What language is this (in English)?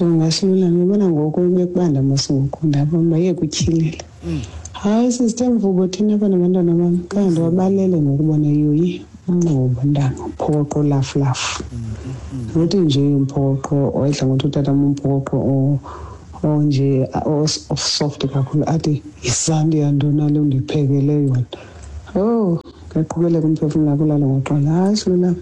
Xhosa